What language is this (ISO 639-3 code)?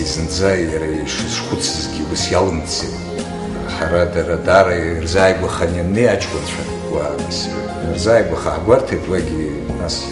abk